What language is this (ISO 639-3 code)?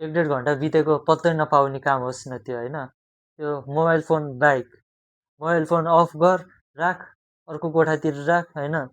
nep